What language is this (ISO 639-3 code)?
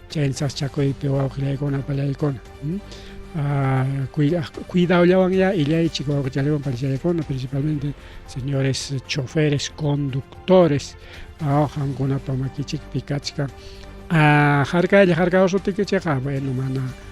quy